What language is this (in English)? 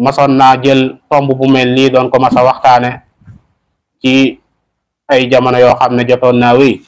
Wolof